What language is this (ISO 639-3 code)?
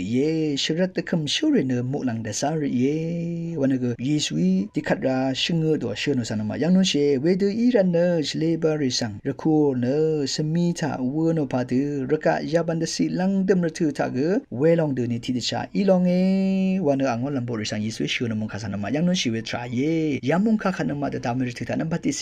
raw